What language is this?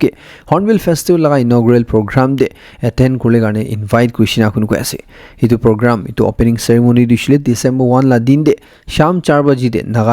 Naga Pidgin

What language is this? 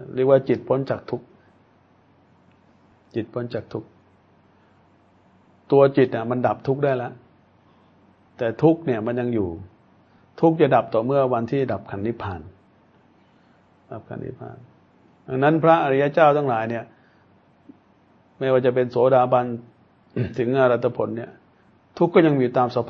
Thai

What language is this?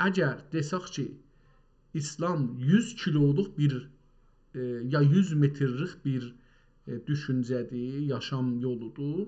South Azerbaijani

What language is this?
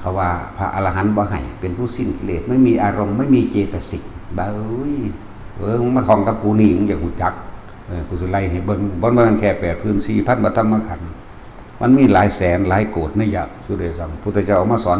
Northeastern Thai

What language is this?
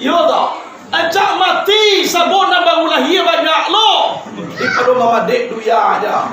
Minangkabau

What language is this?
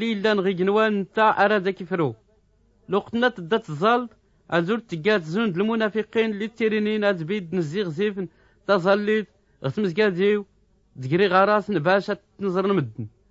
Tachelhit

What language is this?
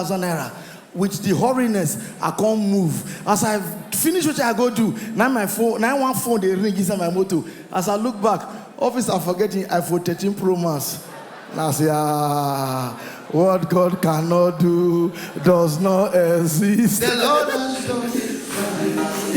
Nigerian Pidgin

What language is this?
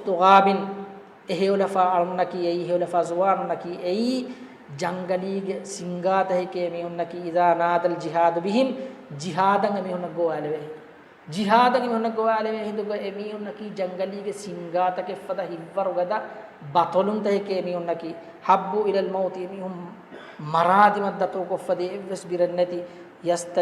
Divehi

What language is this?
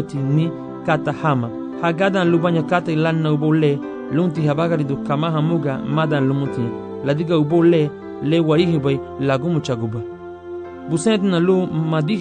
Garifuna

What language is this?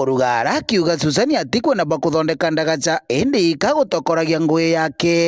Meru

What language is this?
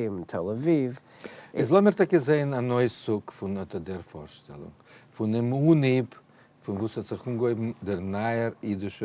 Yiddish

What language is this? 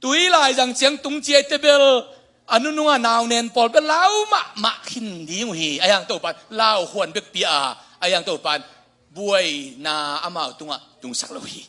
Tedim Chin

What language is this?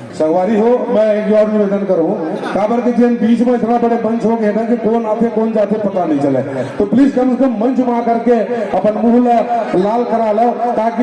Chhattisgarhi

